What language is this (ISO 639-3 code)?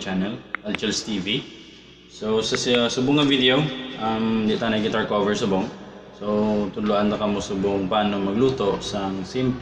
hil